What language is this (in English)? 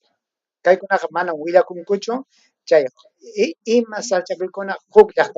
Ayacucho Quechua